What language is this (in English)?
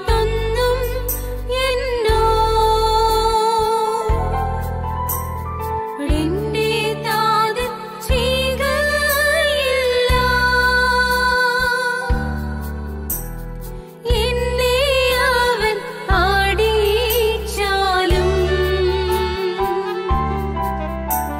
Malayalam